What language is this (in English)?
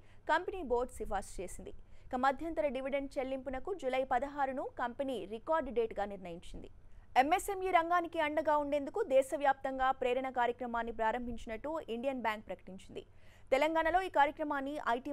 Telugu